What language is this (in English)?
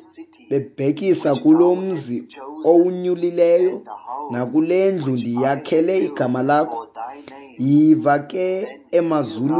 Xhosa